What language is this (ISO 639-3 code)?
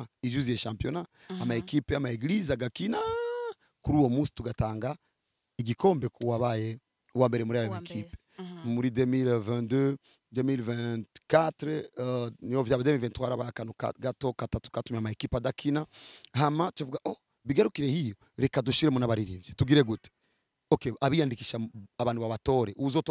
run